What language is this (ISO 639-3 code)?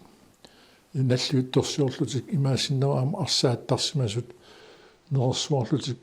kal